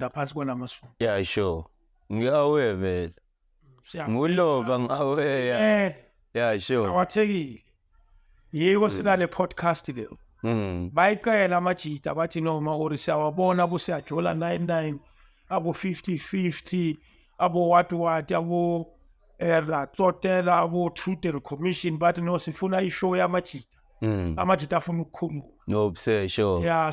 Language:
Zulu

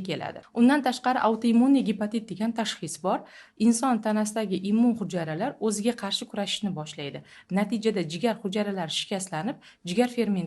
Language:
Uzbek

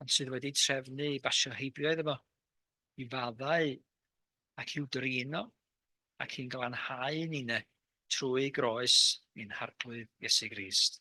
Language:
Welsh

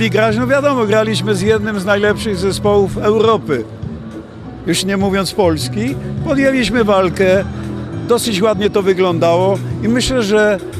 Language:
Polish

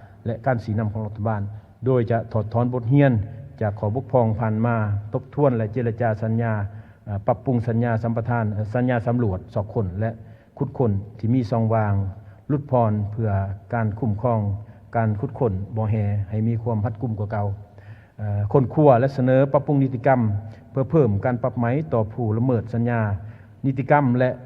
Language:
Lao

